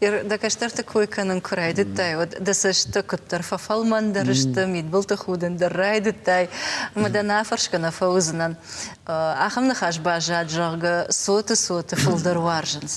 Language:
Ossetic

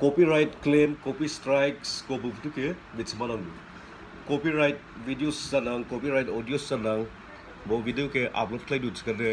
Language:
Dimasa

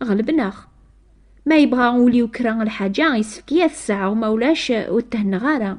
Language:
Kabyle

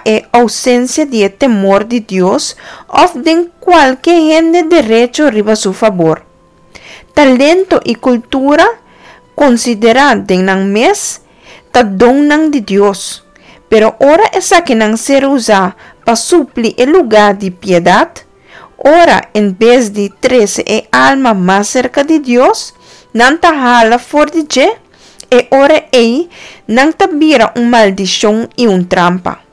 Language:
Papiamento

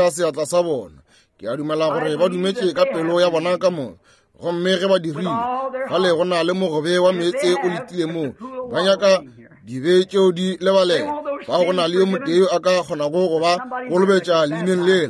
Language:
Northern Sotho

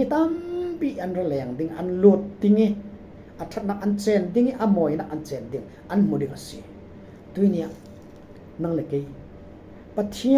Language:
Falam Chin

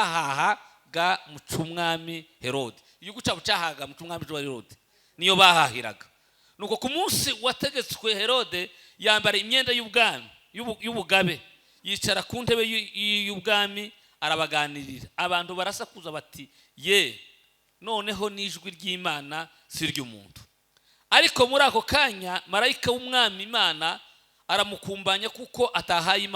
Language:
Kinyarwanda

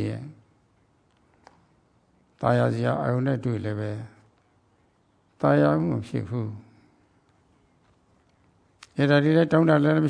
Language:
Burmese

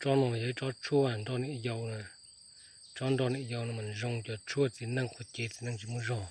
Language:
Hmong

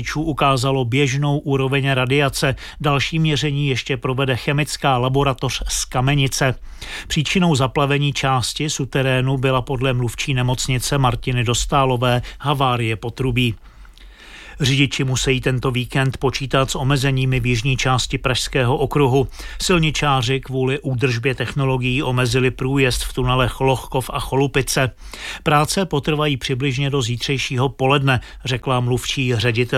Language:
Czech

